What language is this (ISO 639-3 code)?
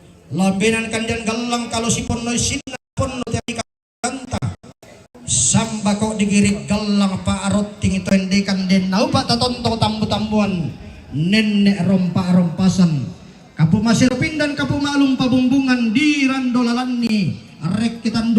sda